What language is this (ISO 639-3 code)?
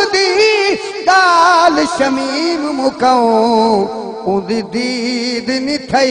skr